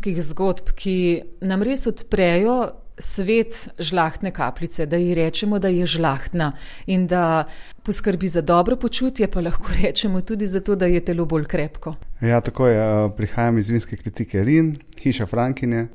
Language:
Slovenian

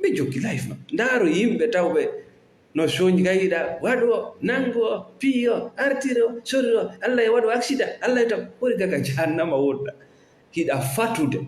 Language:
Fula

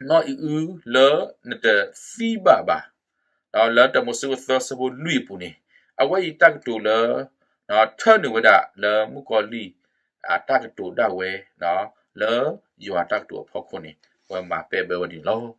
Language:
S'gaw Karen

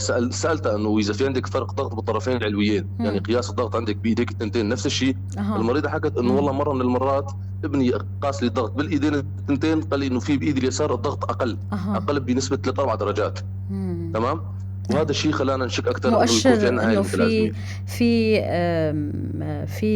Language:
North Levantine Arabic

